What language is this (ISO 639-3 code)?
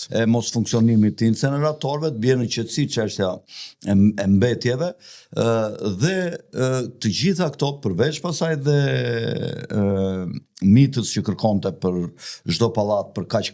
sqi